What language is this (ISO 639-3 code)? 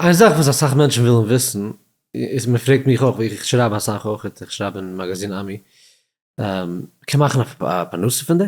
yid